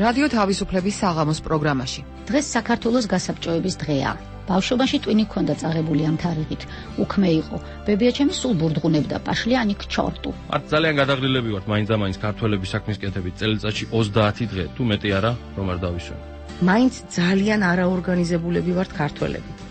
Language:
Georgian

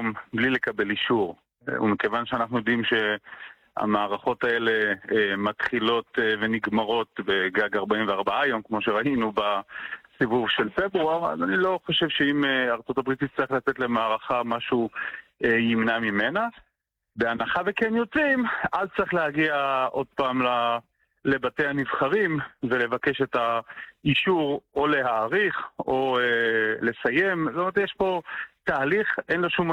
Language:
Hebrew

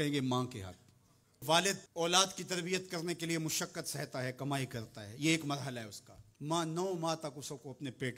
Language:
Urdu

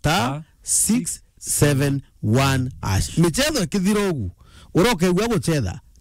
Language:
Meru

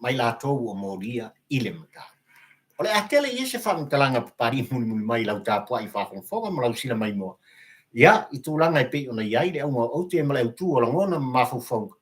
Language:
Samoan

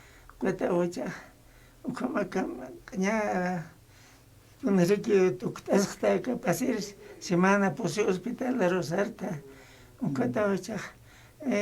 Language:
Aymara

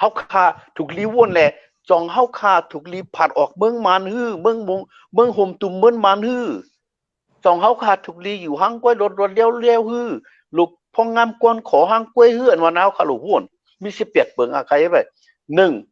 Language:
Shan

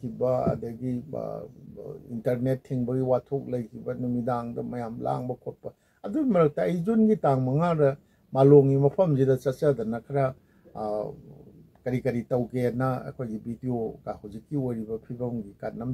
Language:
Manipuri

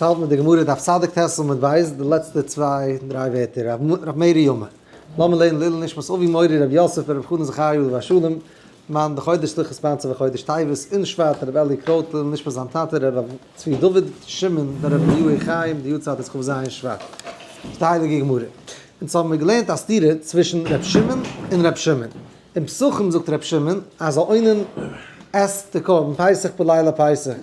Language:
Yiddish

